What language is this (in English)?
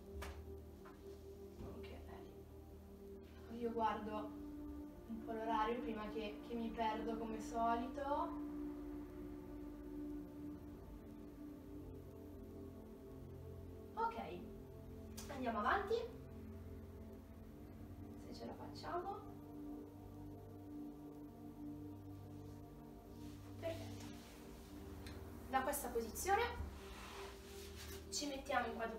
Italian